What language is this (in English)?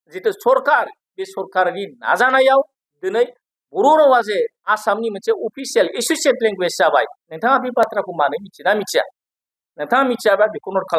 Bodo